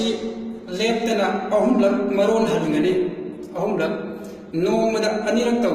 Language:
Manipuri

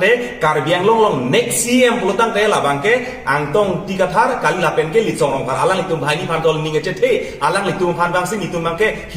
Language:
Karbi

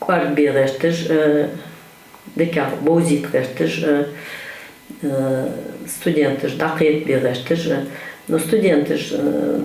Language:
Ingush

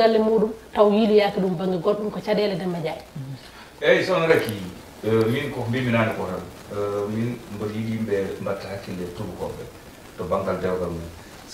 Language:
Fula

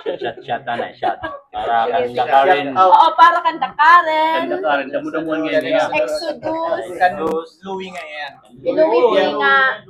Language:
Waray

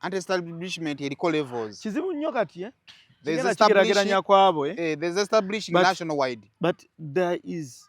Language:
Ganda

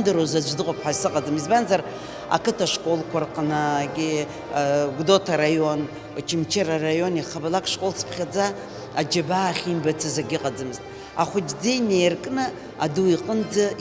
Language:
Abkhazian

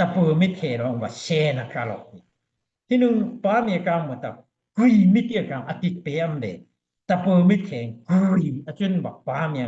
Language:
Daai Chin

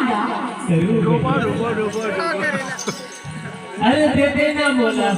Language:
Chhattisgarhi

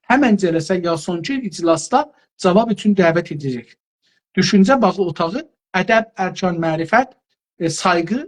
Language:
South Azerbaijani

